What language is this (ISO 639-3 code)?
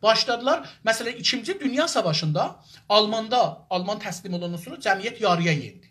azb